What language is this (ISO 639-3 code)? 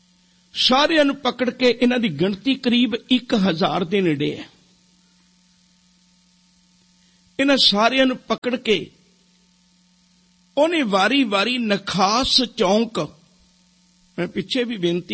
pan